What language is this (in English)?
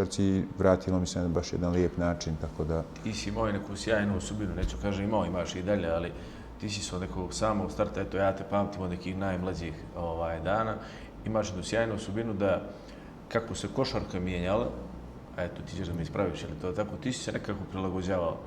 Bosnian